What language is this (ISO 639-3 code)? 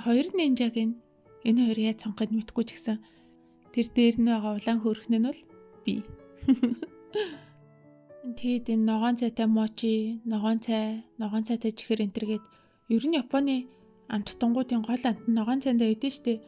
mon